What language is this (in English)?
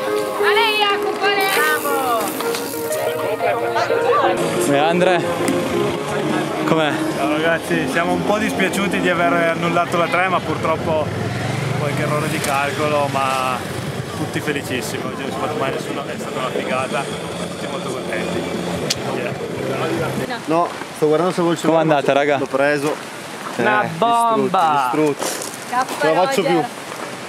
Italian